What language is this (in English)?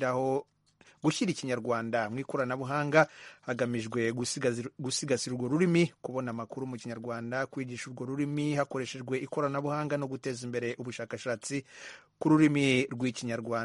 Kinyarwanda